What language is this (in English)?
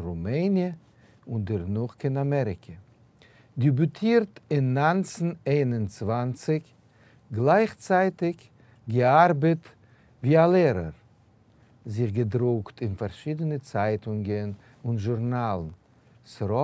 Yiddish